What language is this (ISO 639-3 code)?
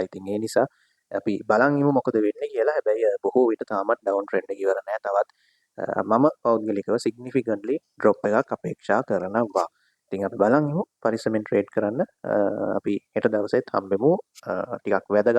sin